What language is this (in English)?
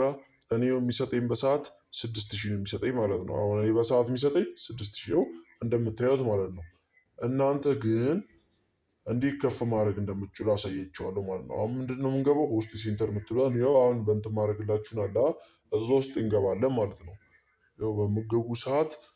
Amharic